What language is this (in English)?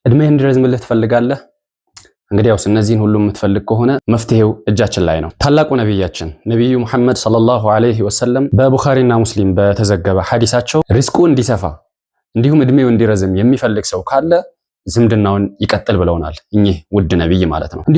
Amharic